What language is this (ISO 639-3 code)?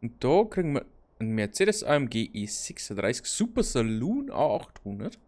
bar